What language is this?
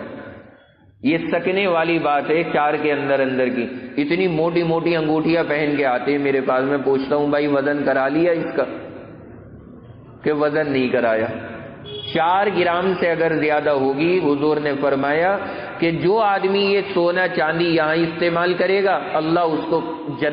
Urdu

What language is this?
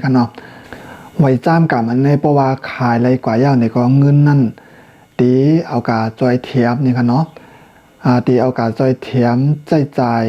Shan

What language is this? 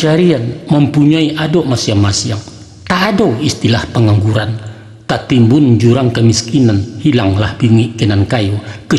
Minangkabau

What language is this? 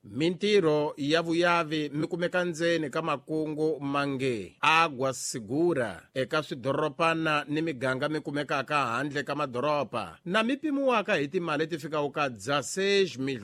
Tsonga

